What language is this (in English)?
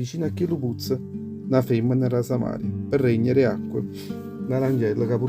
Neapolitan